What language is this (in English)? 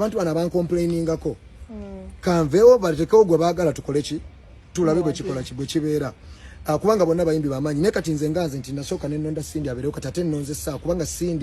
Ganda